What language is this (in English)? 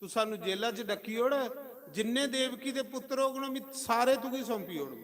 Dogri